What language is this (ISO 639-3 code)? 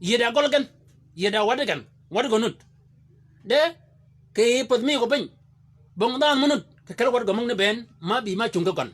shk